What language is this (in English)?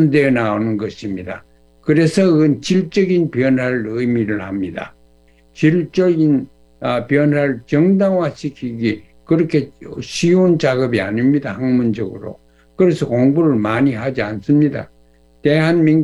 Korean